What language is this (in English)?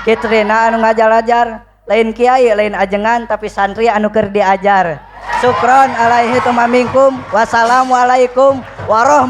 Sundanese